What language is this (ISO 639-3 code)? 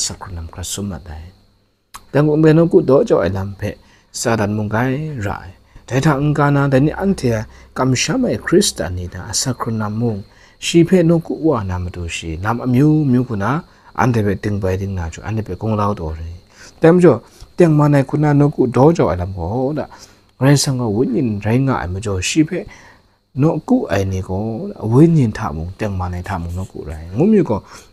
kac